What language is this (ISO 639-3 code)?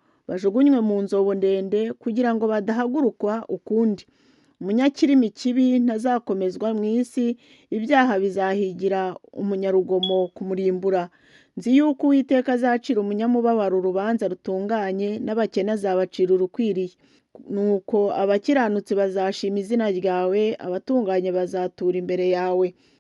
kin